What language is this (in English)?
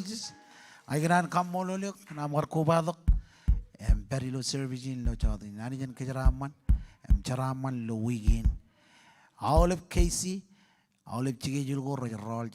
Marshallese